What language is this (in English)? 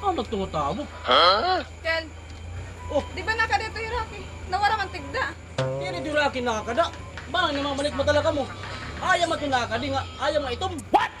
Waray